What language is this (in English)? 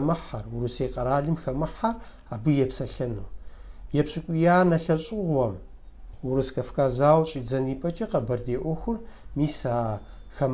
Kabardian